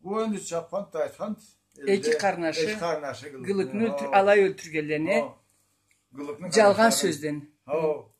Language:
Karachay-Balkar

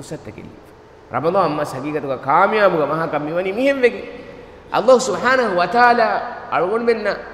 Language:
Divehi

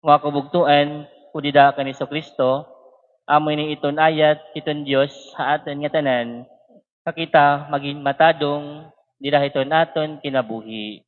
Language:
Waray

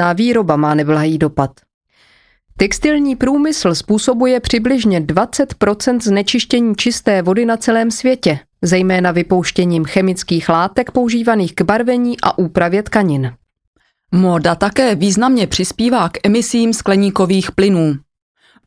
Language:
Czech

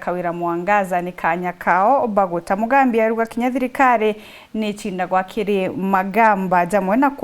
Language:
Meru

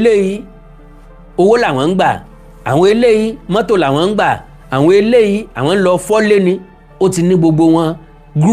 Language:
Yoruba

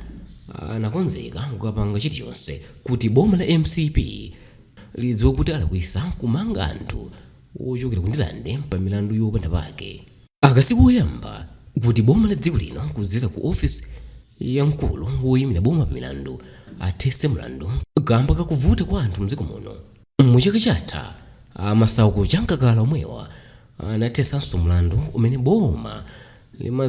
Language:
Nyanja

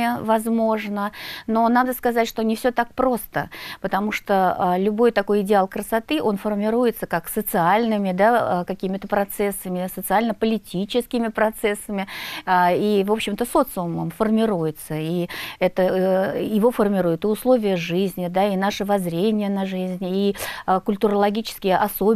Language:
Russian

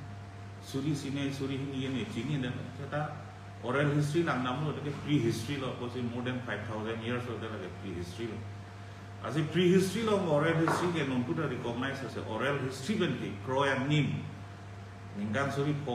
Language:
Karbi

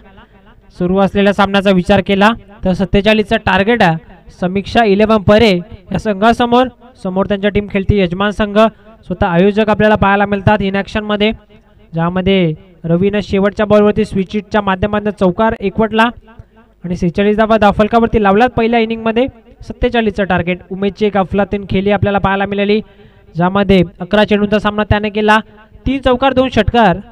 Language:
Marathi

